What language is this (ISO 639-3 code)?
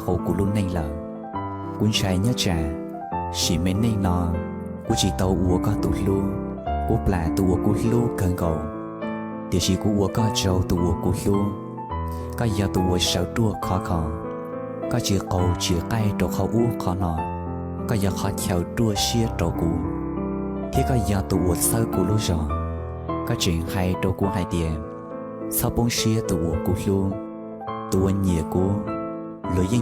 hmn